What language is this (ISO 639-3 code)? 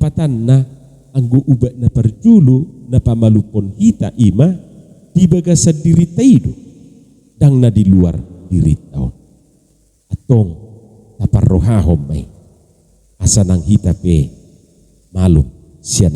bbc